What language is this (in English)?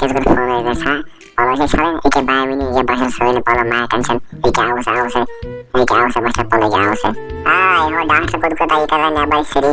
Kashmiri